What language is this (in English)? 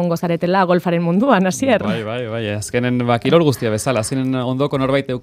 Basque